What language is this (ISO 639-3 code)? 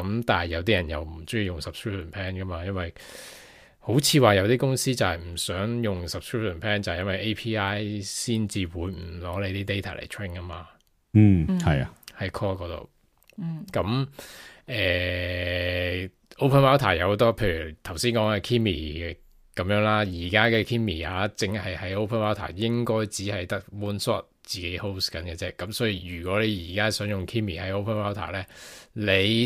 yue